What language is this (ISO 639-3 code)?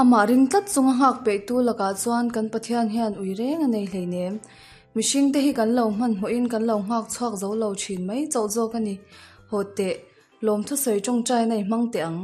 lus